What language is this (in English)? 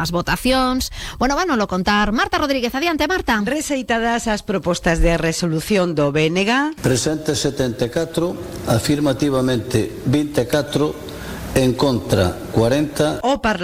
Galician